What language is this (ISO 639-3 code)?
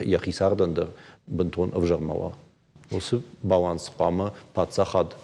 oss